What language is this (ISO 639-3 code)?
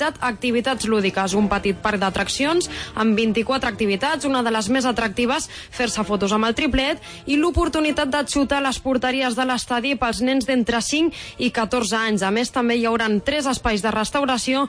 cat